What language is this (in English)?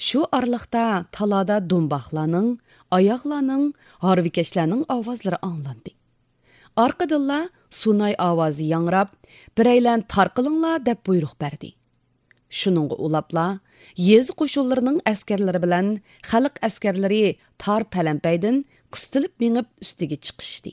Uyghur